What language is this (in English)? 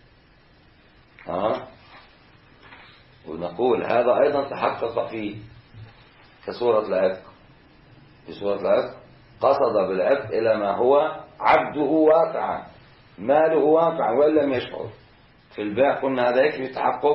Arabic